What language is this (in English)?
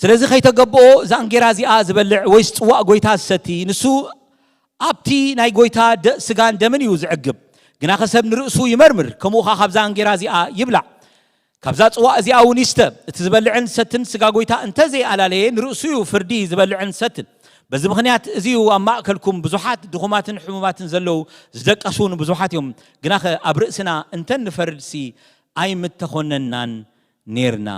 Tigrinya